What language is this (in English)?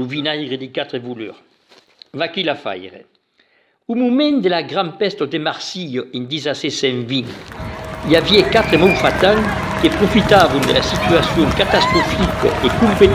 Occitan